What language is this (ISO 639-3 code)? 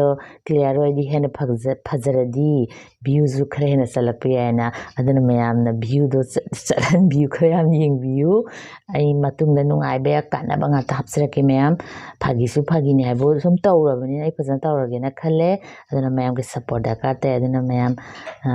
mni